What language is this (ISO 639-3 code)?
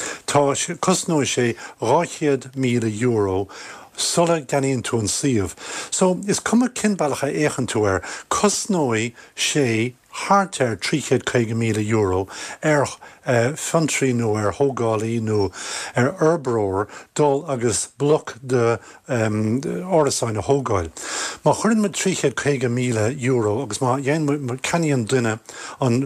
gle